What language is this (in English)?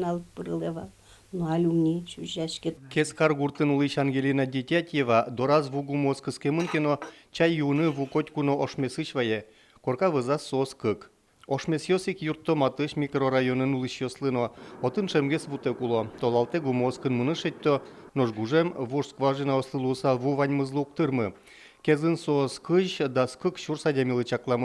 Udmurt